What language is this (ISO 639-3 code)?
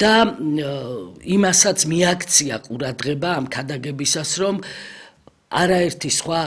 kat